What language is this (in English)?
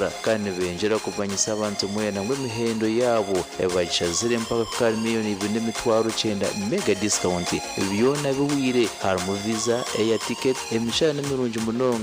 Nyankole